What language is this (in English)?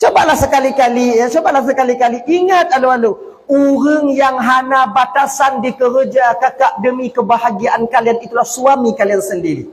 Achinese